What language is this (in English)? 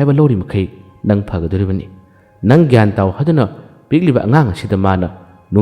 Manipuri